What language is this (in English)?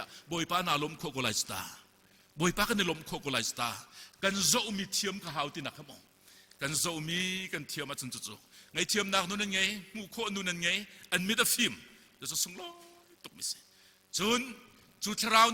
Hakha Chin